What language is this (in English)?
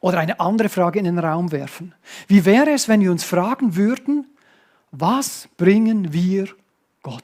Swiss German